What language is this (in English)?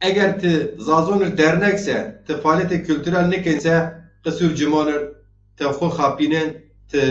Zaza